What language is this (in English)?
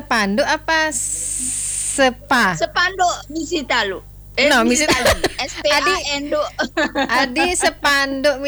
Balinese